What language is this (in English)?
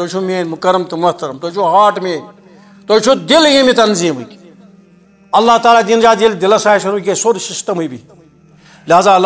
Kashmiri